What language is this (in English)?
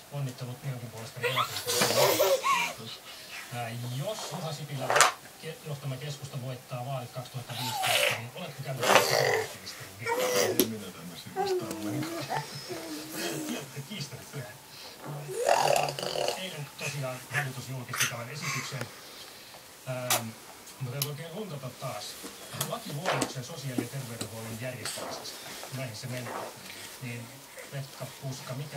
Finnish